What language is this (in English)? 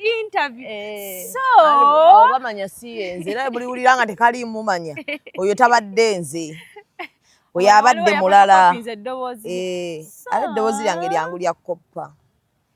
Ganda